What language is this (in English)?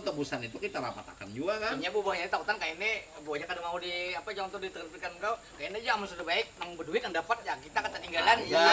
Banjar